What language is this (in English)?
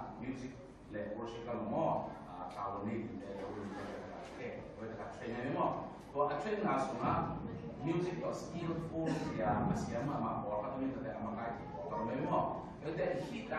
Tedim Chin